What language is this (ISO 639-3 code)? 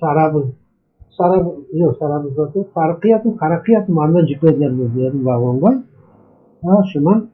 crh